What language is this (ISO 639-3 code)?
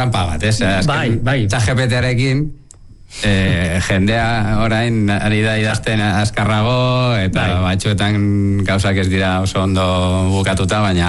eus